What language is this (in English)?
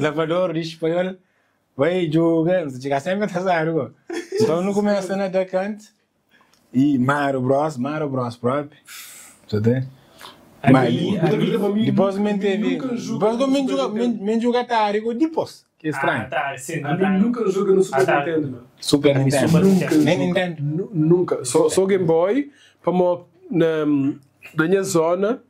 Kabuverdianu